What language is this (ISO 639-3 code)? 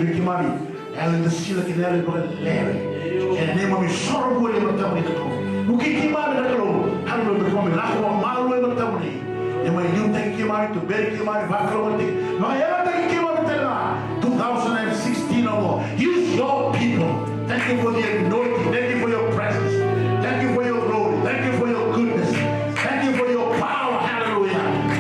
fij